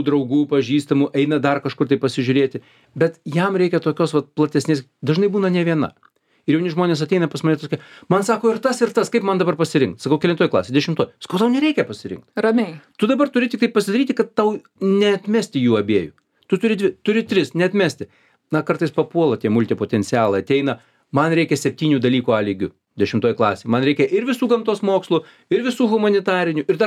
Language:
Lithuanian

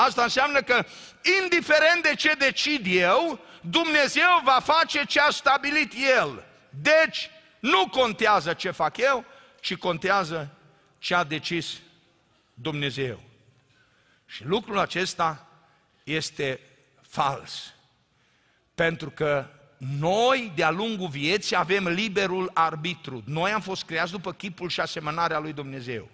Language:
Romanian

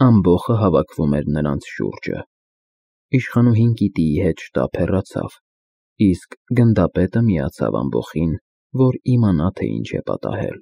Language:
Armenian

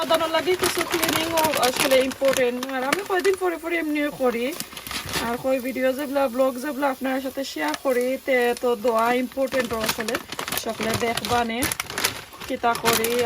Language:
Sylheti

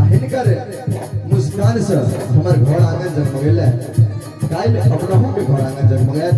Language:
Maithili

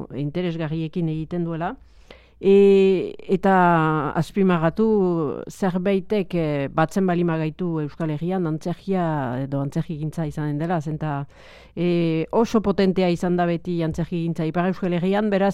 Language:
Basque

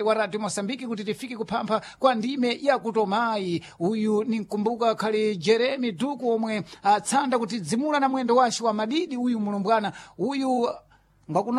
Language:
Sena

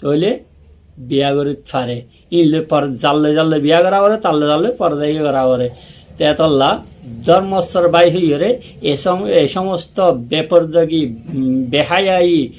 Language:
Rohingya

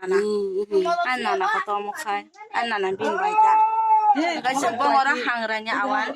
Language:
Kok Borok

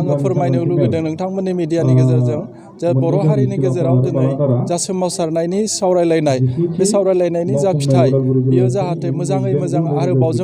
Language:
Bodo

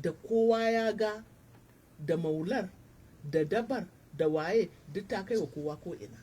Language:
Hausa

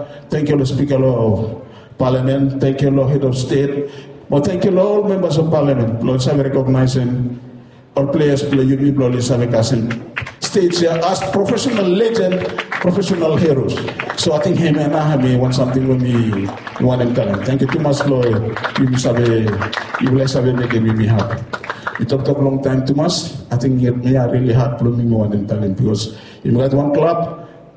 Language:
Bislama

